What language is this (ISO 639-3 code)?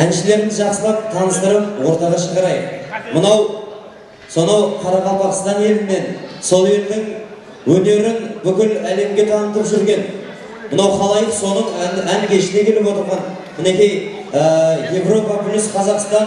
kaa